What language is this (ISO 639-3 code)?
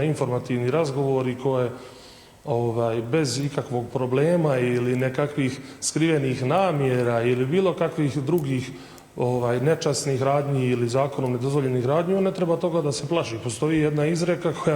bos